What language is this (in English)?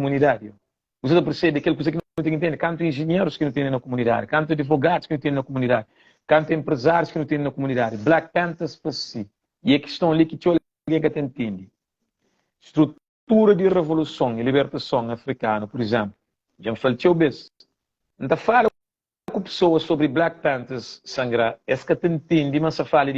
Kabuverdianu